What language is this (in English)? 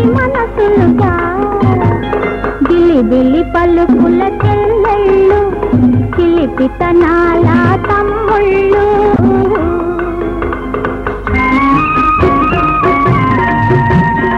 Telugu